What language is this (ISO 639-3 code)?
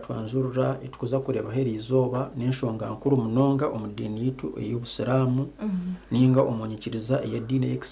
nyn